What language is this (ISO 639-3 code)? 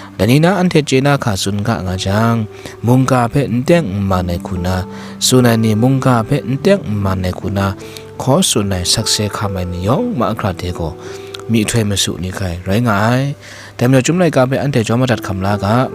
kac